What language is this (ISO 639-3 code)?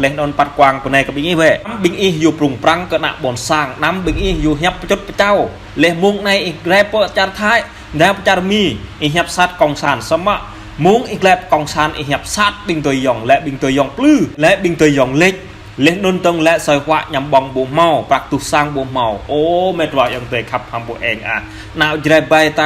jra